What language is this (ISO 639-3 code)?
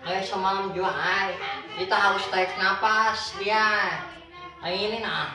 bjn